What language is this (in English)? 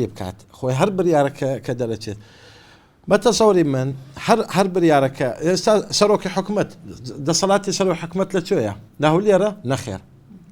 Central Kurdish